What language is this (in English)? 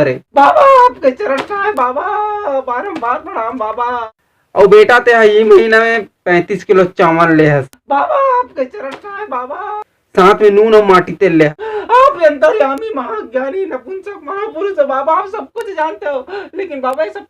Chhattisgarhi